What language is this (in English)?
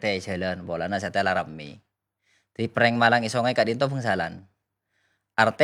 Madurese